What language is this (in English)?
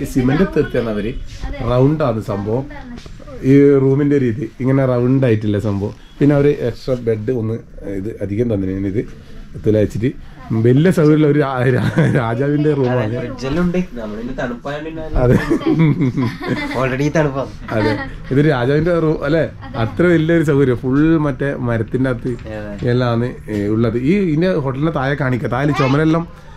Malayalam